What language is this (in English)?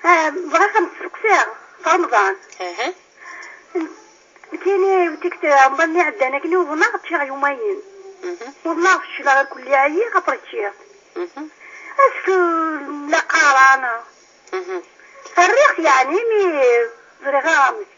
Kabyle